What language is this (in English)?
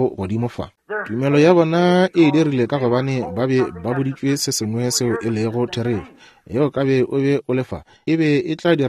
Northern Sotho